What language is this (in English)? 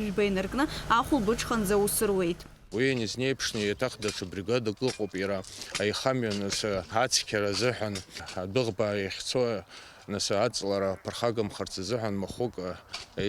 Abkhazian